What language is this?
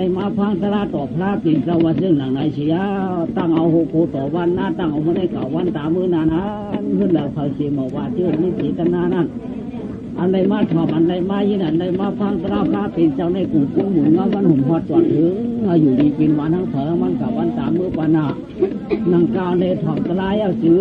Shan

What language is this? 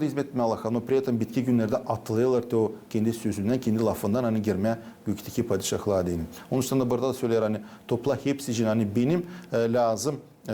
Gagauz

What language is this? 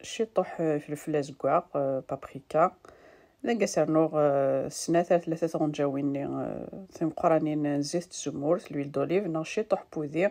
Kabyle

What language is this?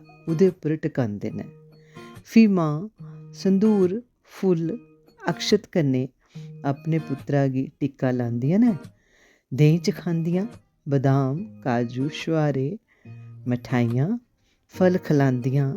Dogri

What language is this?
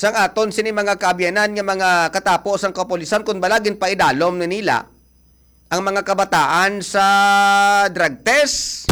Hiligaynon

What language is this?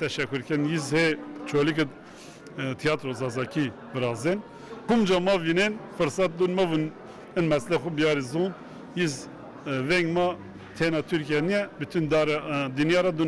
Zaza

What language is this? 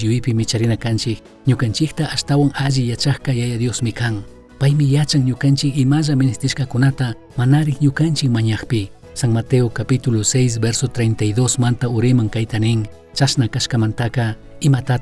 Chimborazo Highland Quichua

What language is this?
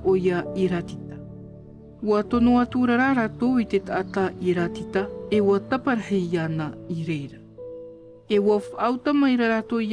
Tahitian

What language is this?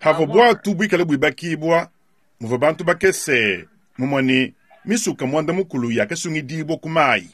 Luba-Lulua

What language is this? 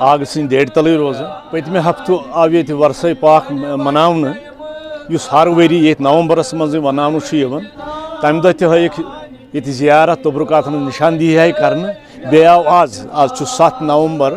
Kashmiri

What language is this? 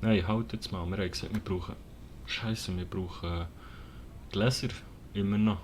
Swiss German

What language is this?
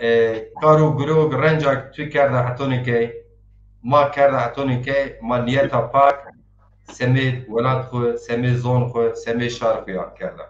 Zaza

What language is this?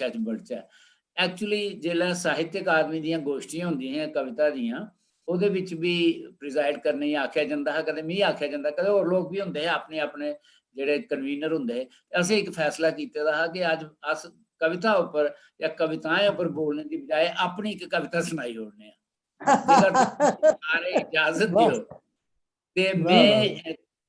Dogri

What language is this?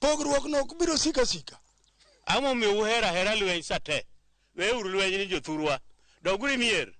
Luo (Kenya and Tanzania)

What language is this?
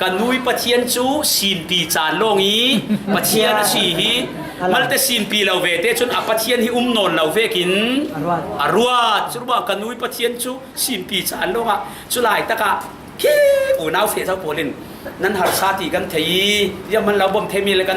Falam Chin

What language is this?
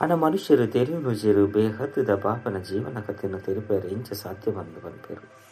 Tulu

